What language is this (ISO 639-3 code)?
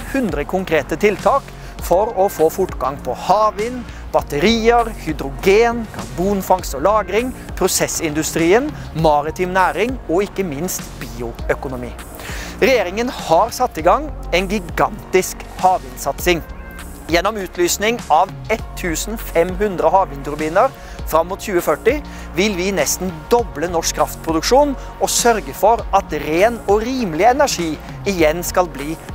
nor